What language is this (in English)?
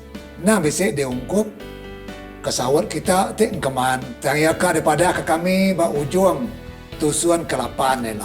Iban